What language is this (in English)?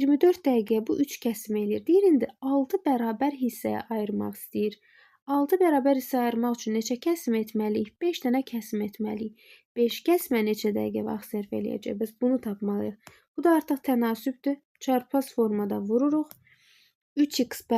Azerbaijani